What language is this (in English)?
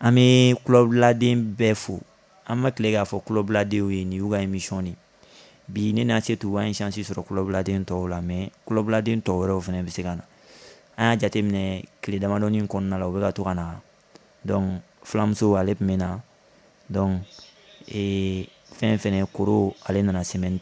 Bambara